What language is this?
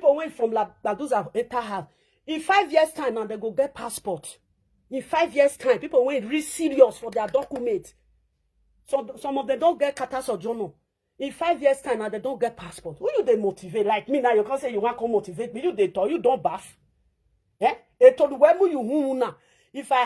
Nigerian Pidgin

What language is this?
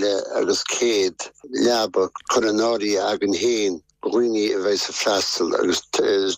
Irish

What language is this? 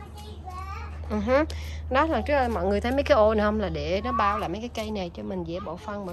Vietnamese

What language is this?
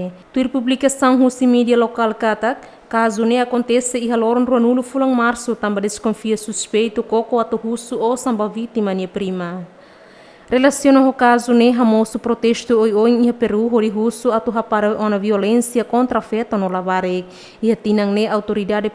Tetum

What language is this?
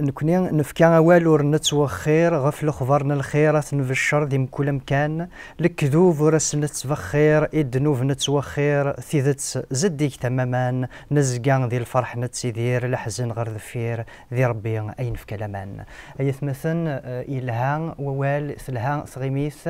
Kabyle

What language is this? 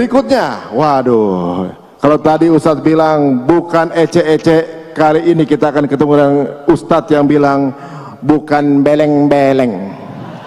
Indonesian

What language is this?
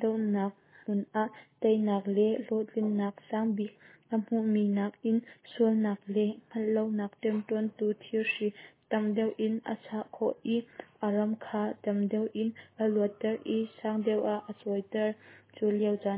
Hakha Chin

